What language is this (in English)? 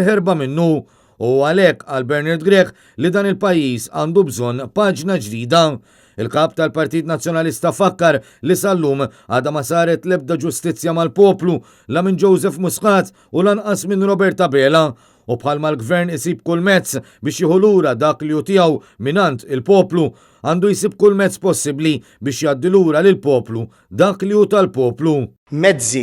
Maltese